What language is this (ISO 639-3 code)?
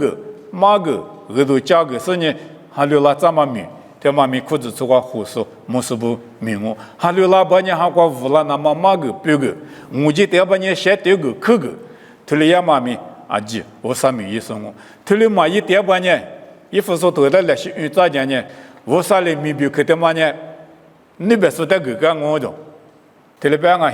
lis